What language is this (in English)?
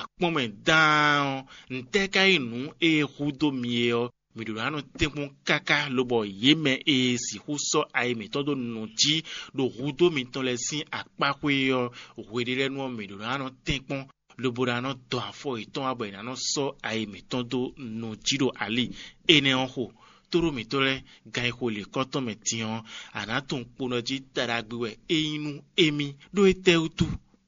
Fon